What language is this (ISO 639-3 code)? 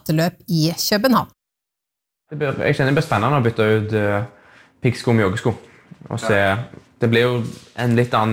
nor